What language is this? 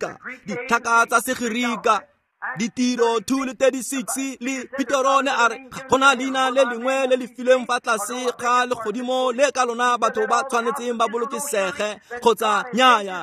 Tswana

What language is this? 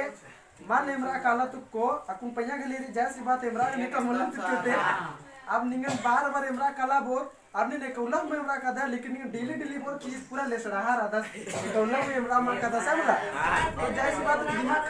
Kurukh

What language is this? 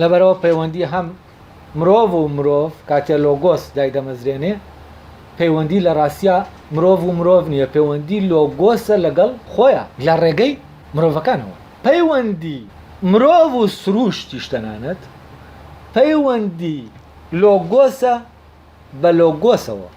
Central Kurdish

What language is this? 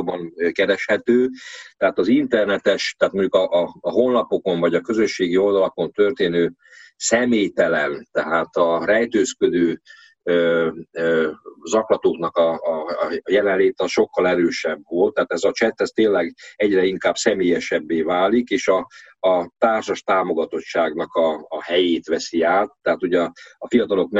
Hungarian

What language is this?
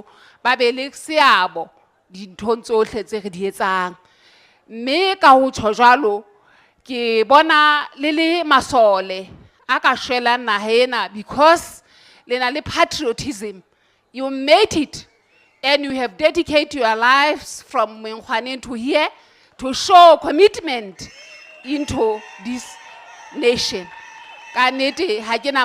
Southern Sotho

